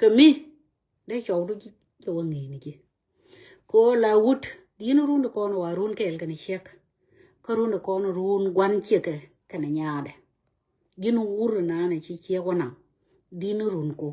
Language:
Nuer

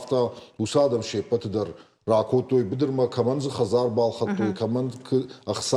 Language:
Ossetic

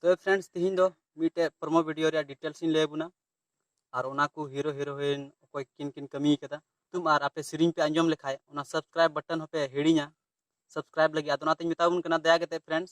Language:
Santali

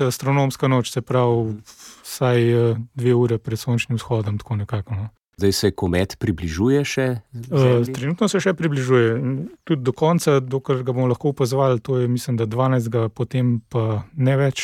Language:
Slovenian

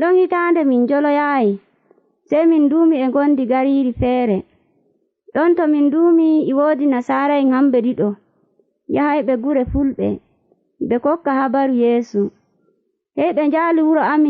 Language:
Nigerian Fulfulde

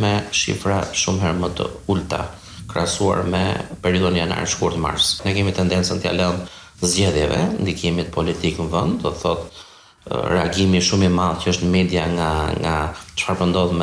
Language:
Albanian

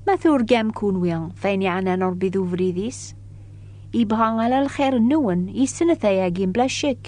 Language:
Kabyle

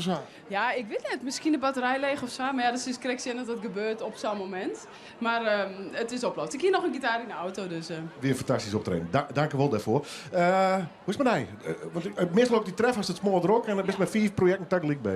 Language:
Western Frisian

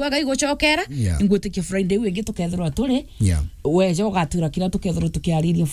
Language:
Meru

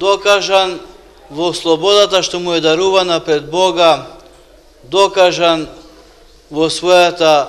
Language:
Macedonian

